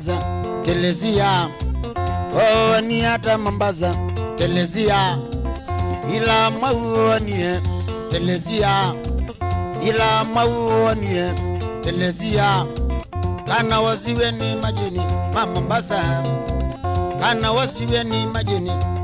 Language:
Kamba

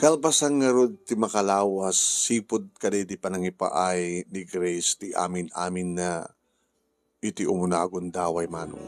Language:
Iloko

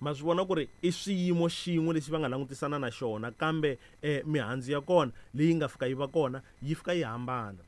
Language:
Tsonga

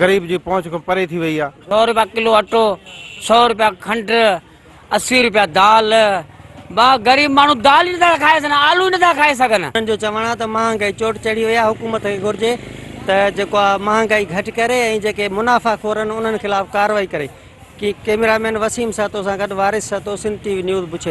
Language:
Sindhi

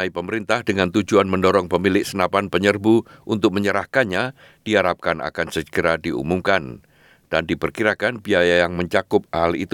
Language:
Indonesian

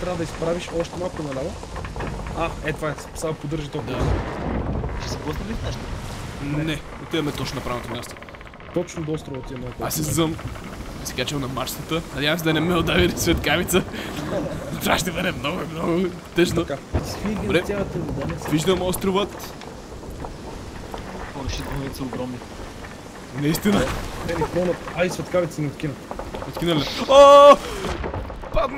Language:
Bulgarian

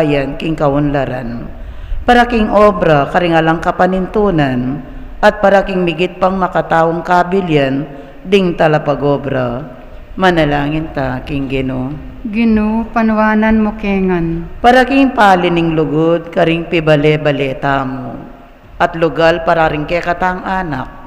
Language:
Pampanga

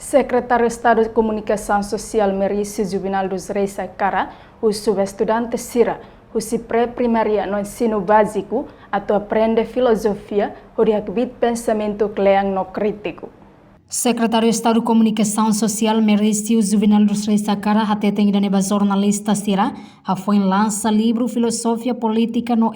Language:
Tetum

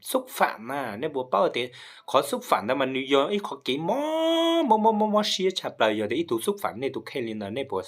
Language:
Hmong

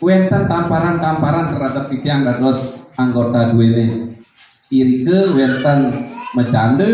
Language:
Balinese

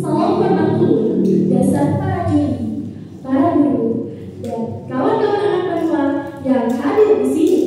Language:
Banjar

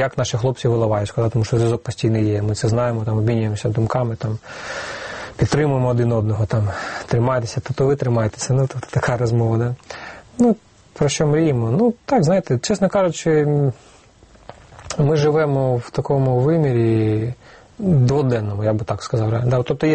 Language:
Ukrainian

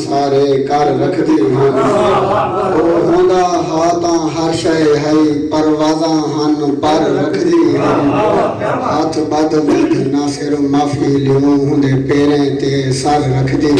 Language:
Saraiki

